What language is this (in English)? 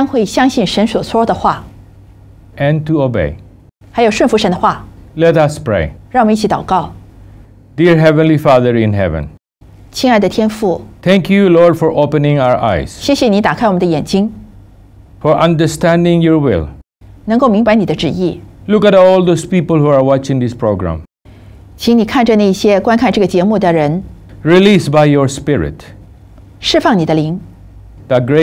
Chinese